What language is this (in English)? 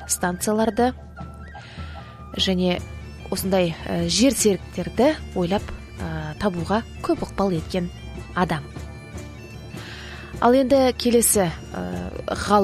Kazakh